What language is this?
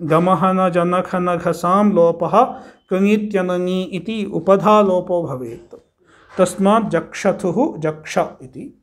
Sanskrit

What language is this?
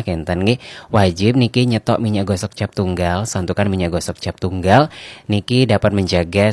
Balinese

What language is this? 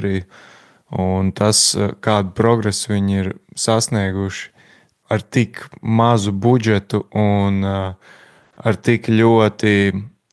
Latvian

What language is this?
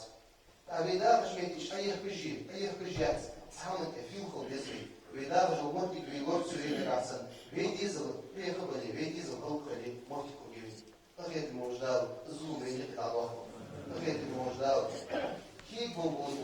Ingush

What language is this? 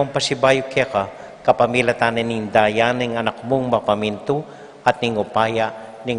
Pampanga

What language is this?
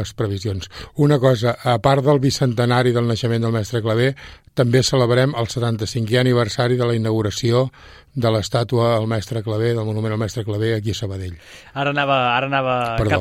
Catalan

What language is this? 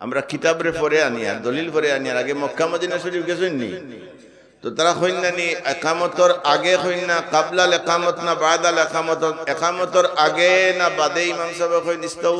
Sylheti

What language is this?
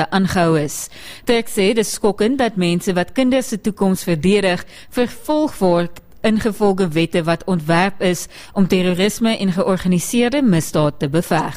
Afrikaans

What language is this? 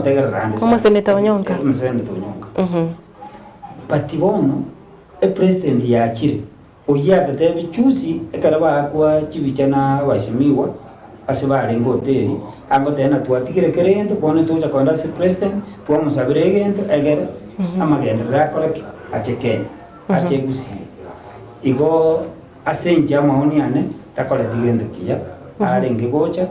Gusii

